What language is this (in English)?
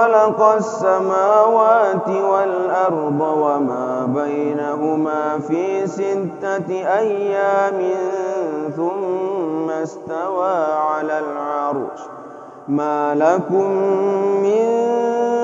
Arabic